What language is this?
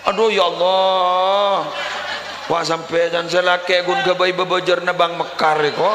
Madurese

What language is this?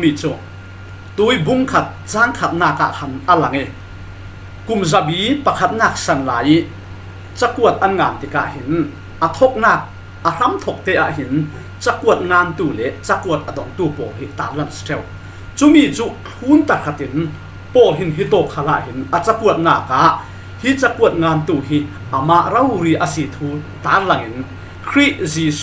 Falam Chin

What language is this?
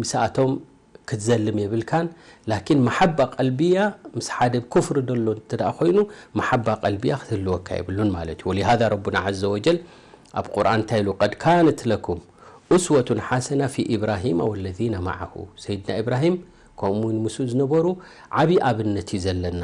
Tigrinya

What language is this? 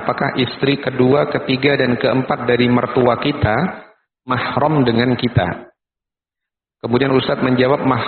Indonesian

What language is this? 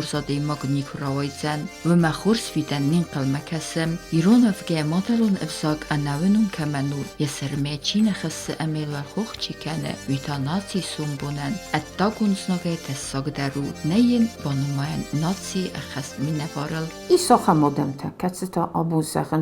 Ossetic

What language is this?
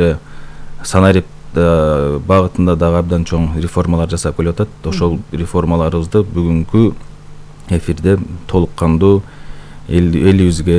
Kyrgyz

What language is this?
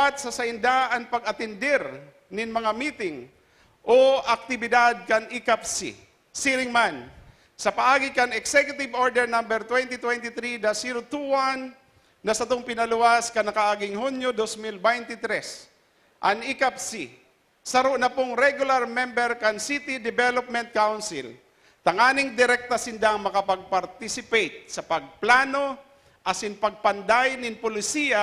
Bikol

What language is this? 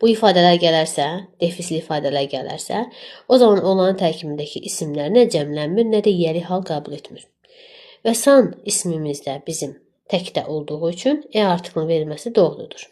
Azerbaijani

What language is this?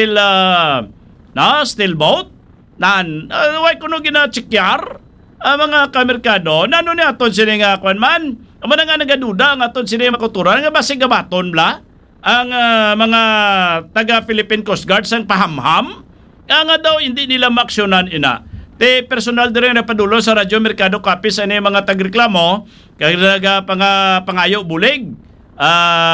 Hiligaynon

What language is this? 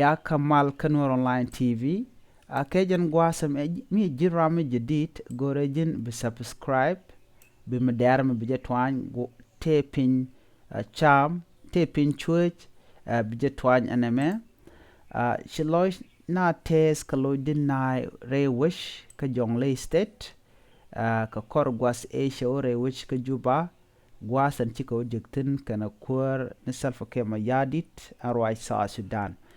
Nuer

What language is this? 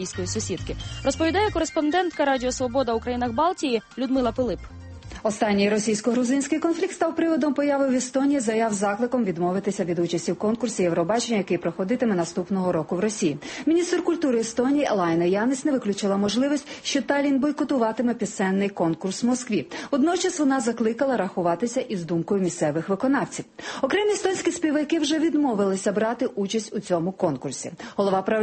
Ukrainian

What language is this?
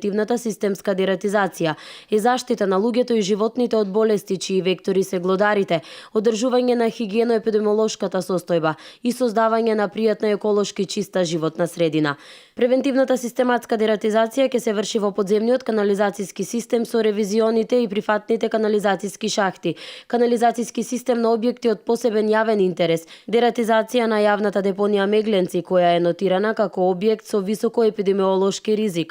Macedonian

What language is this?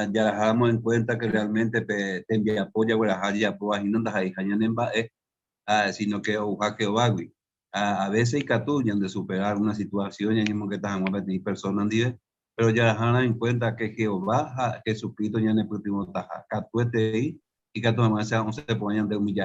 Guarani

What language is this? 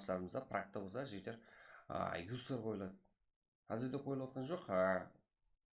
Kara-Kalpak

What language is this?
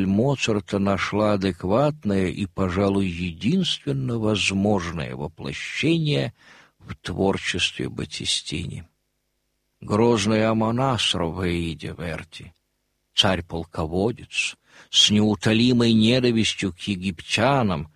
Russian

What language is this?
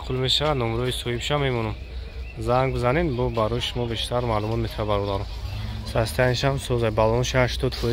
Tajik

